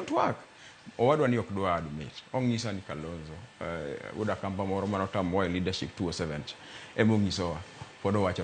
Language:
Luo (Kenya and Tanzania)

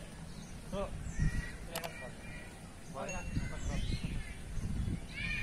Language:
Indonesian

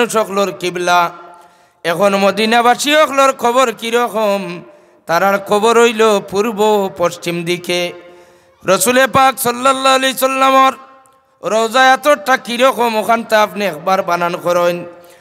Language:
Sylheti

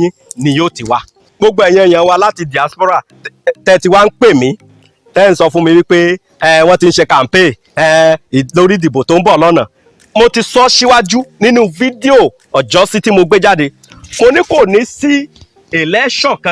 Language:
Yoruba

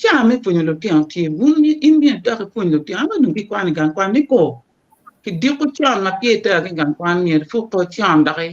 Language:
Acoli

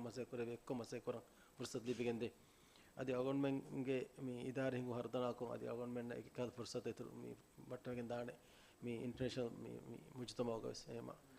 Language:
Divehi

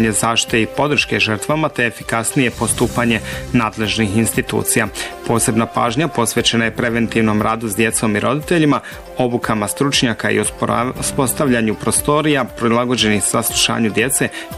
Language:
Bosnian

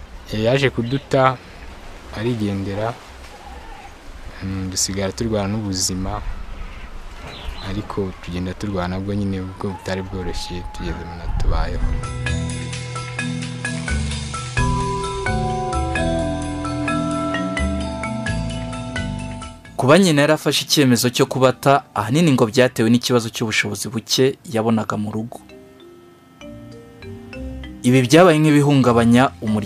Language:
Kinyarwanda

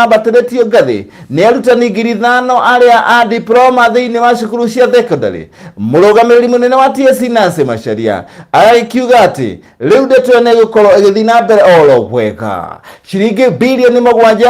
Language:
Kikuyu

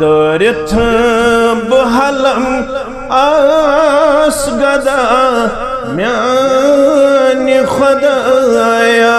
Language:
Kashmiri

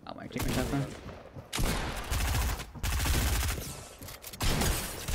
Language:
Danish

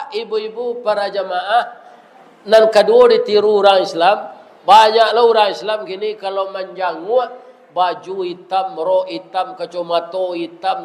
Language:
Minangkabau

